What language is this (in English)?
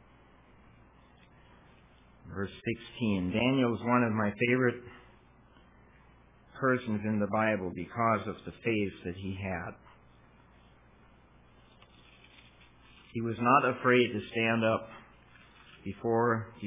English